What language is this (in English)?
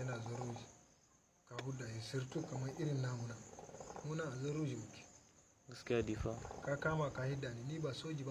Hausa